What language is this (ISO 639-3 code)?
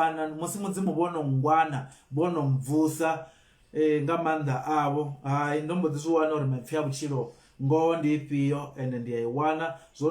ven